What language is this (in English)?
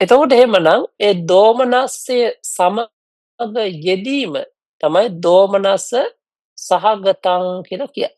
Sinhala